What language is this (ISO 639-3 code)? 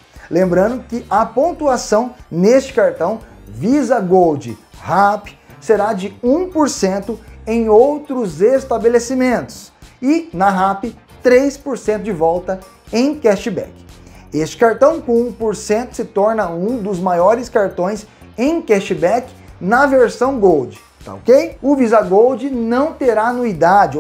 por